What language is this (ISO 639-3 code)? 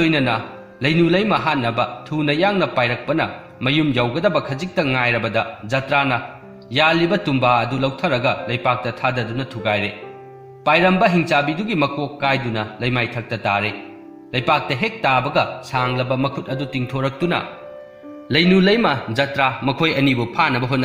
mni